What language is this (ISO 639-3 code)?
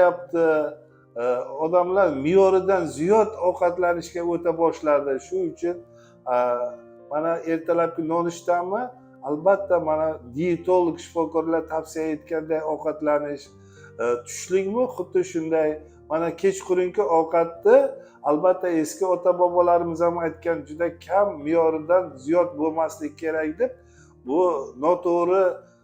uzb